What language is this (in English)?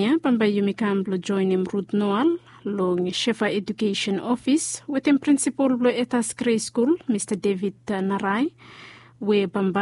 Bislama